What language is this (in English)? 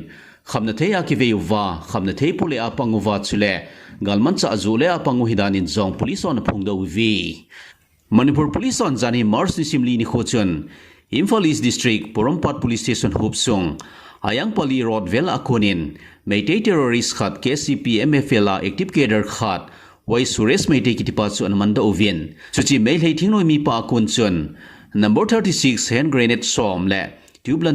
Thado Chin